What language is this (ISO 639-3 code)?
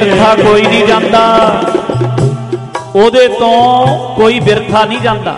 pan